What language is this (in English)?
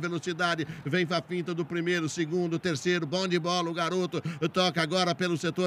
Portuguese